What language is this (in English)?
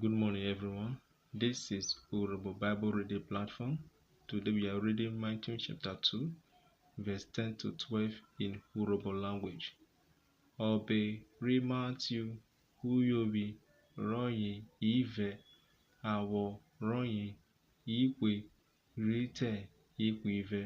Urhobo